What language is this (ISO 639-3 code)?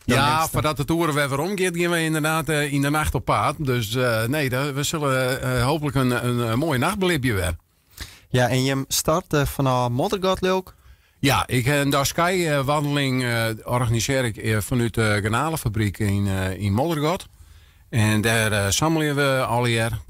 fry